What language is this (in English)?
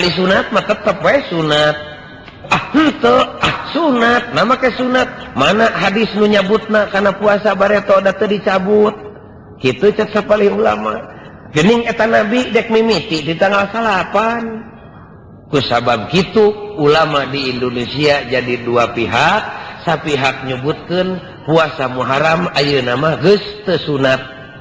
Sundanese